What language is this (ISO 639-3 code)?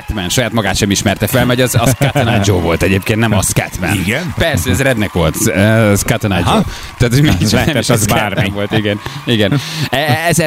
hun